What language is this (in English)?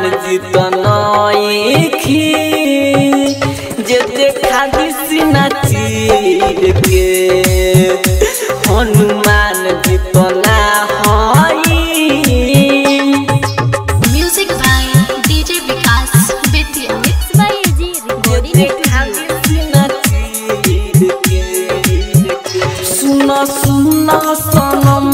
Bhojpuri